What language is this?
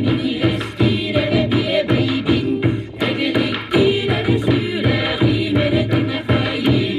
Yakut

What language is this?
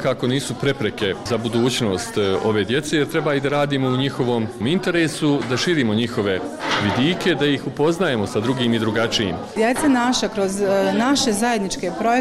Bosnian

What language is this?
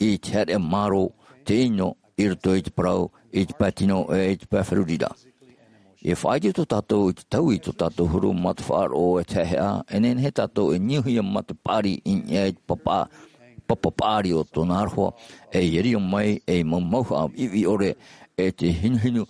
Tahitian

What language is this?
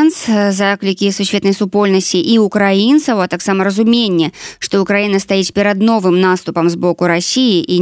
Belarusian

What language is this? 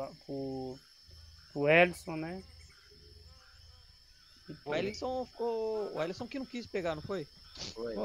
Portuguese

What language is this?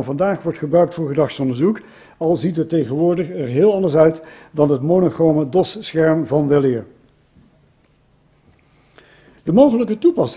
Dutch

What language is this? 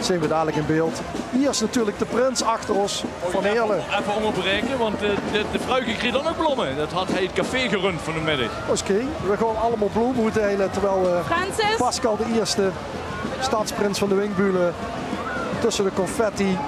Limburgish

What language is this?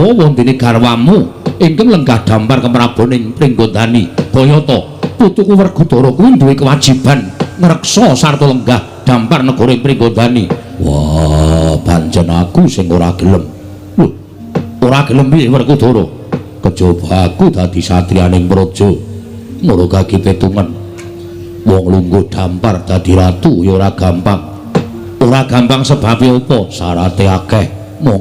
Javanese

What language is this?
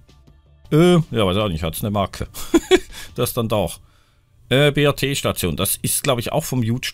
German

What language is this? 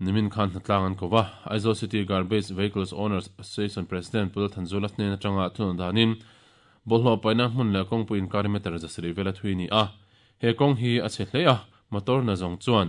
Mizo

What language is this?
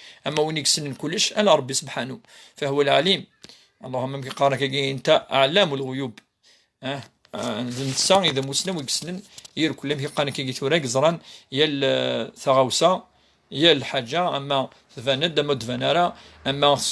Kabyle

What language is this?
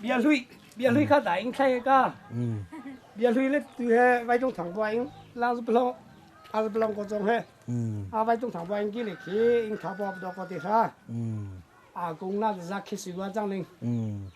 Hakha Chin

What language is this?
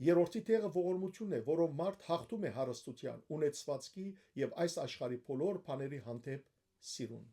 Western Armenian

